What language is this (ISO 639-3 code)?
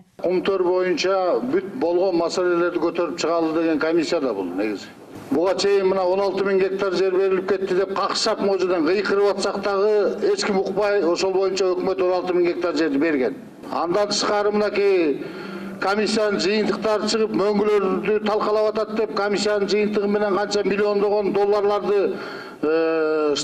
kir